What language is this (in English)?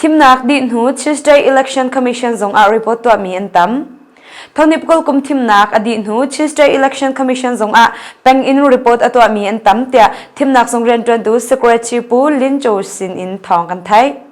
Hakha Chin